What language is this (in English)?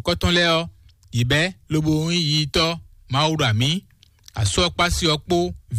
Fon